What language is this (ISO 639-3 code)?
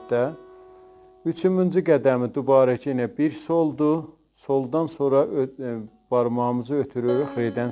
azb